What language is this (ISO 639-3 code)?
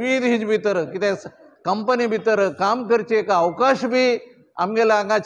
kok